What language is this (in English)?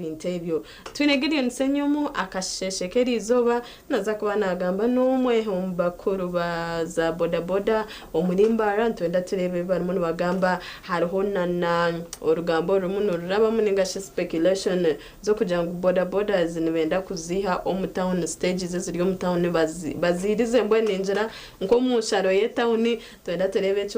Nyankole